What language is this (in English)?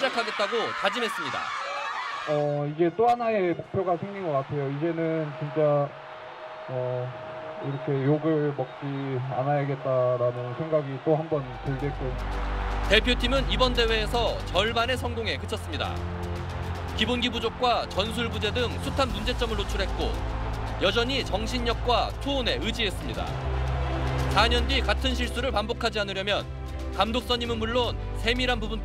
Korean